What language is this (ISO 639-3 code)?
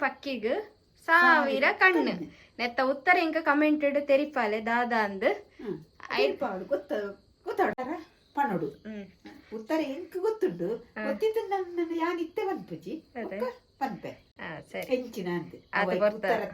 tcy